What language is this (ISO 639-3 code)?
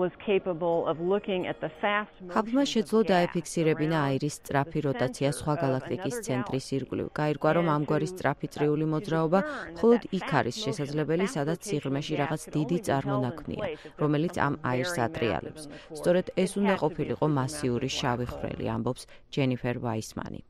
kat